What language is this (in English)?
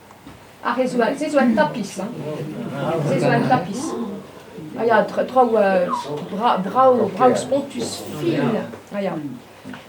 Breton